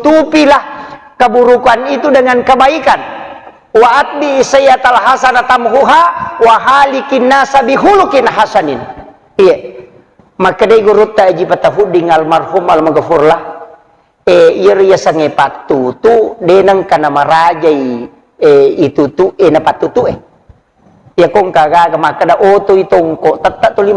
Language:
Buginese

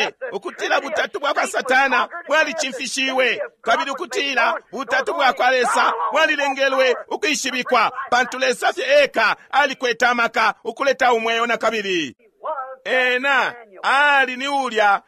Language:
Bemba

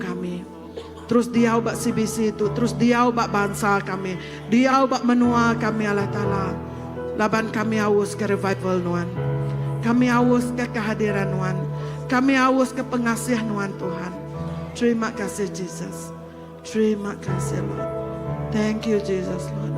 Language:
Iban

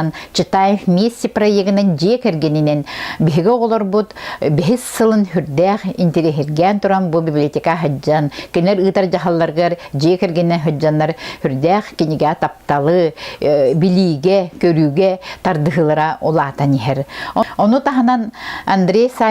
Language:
Yakut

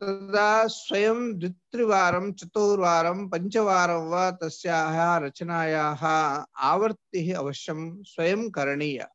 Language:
Sanskrit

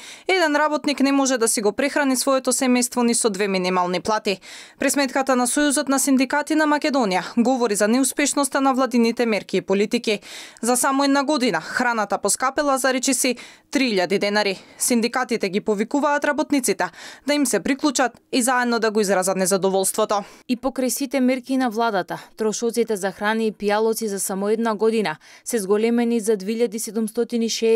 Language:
Macedonian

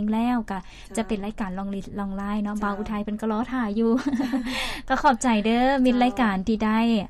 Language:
Lao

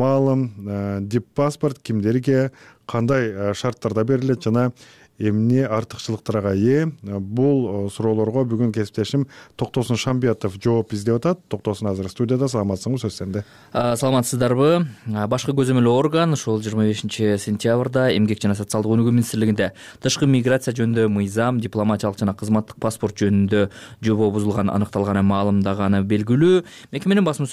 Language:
Kyrgyz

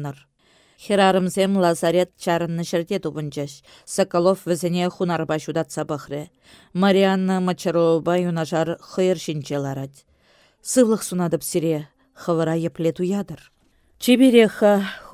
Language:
Chuvash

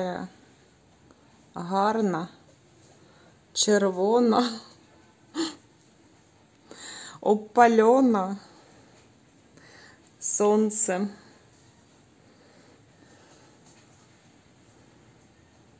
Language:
Ukrainian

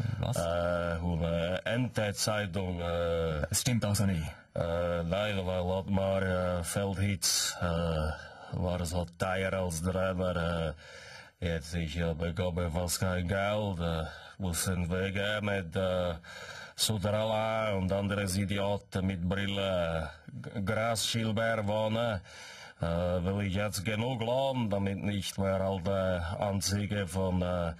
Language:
Swiss German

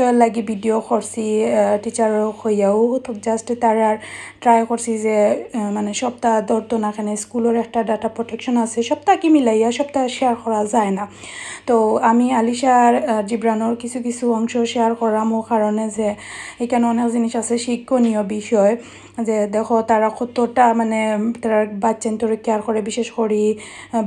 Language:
Sylheti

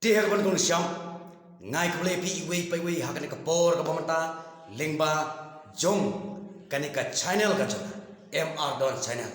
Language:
Khasi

